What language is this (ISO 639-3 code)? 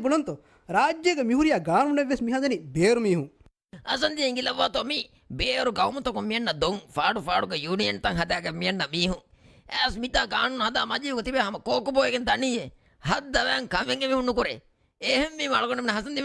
div